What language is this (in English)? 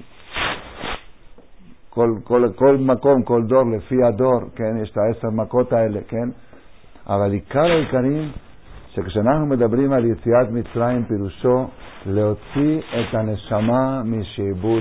Hebrew